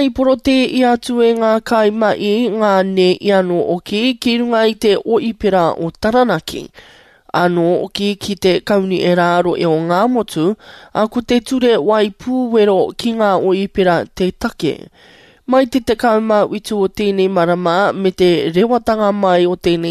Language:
Māori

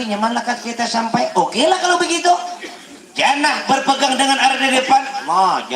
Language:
Banjar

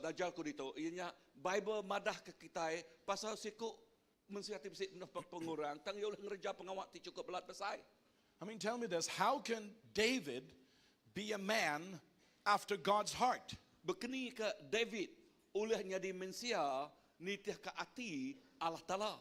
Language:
Iban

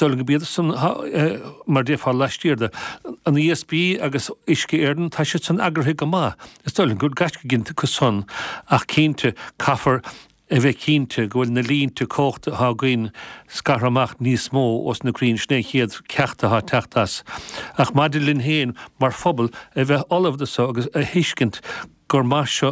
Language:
Irish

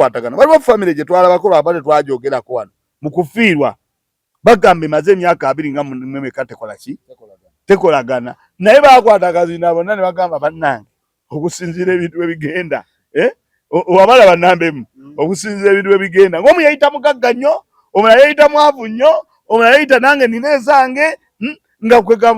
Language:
Ganda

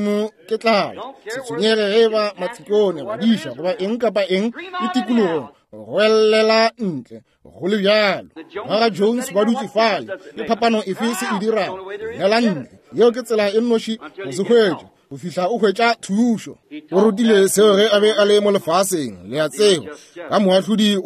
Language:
Northern Sotho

